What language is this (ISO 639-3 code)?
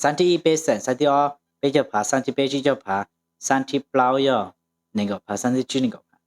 hmn